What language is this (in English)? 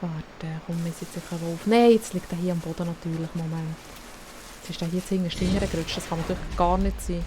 Swiss German